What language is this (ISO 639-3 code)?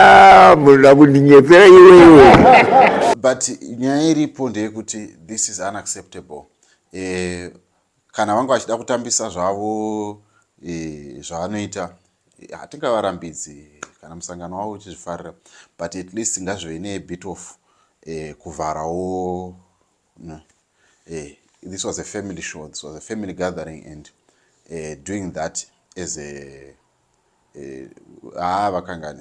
sna